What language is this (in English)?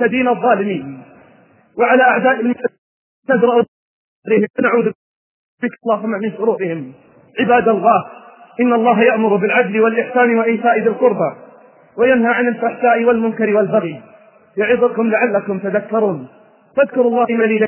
Arabic